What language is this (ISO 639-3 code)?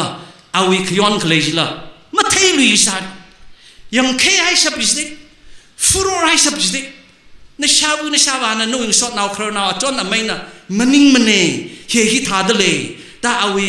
nmf